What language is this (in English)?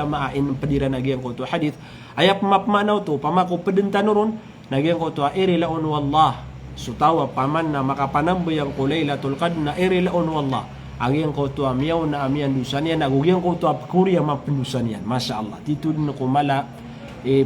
Maranao